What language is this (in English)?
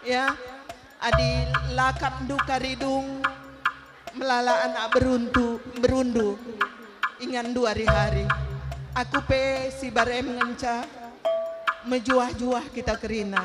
Batak Karo